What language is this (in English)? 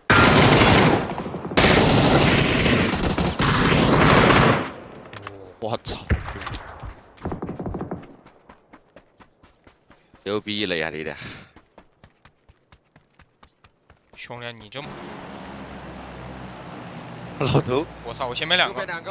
Chinese